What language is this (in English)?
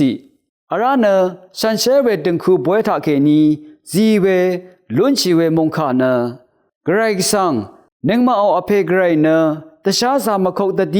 Rawang